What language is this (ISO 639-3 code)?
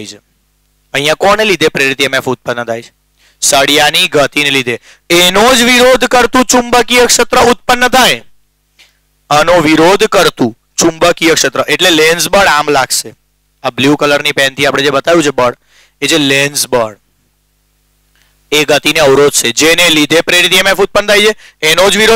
guj